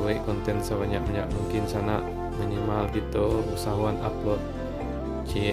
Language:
Minangkabau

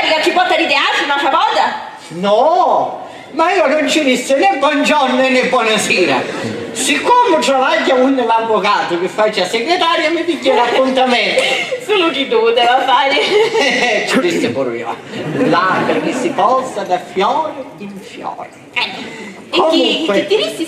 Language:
Sicilian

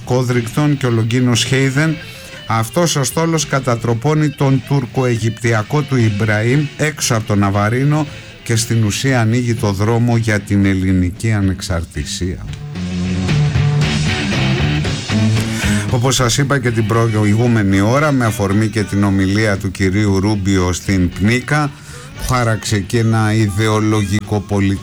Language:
Greek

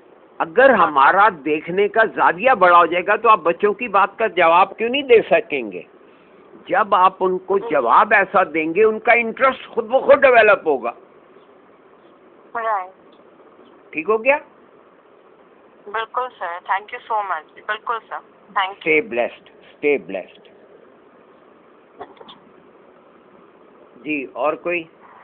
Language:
Urdu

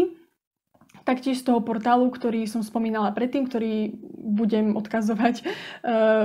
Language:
Slovak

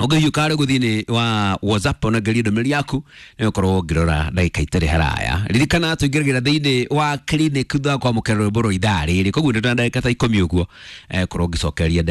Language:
Kikuyu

